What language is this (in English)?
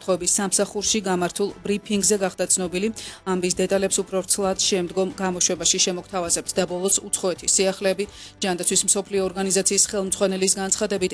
Georgian